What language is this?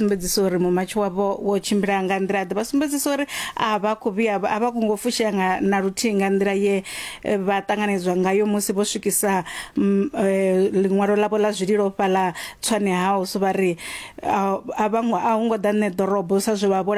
Venda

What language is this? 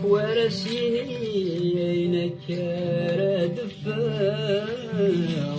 Kabyle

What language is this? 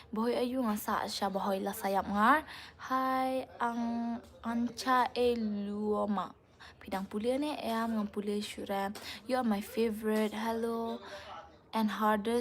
Khasi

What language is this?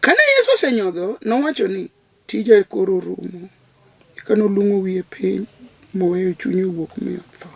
Luo (Kenya and Tanzania)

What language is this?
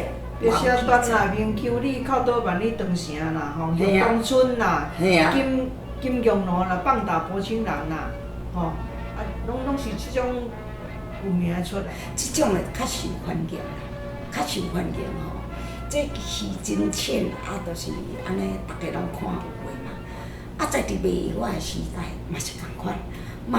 Min Nan Chinese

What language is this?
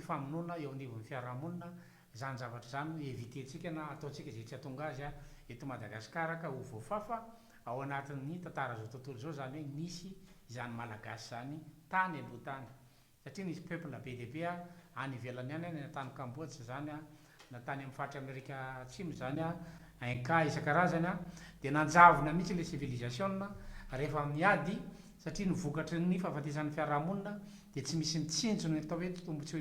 Malagasy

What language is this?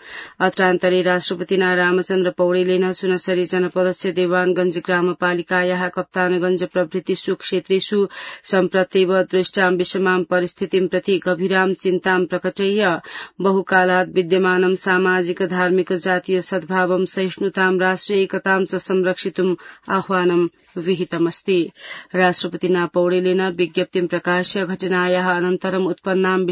Sanskrit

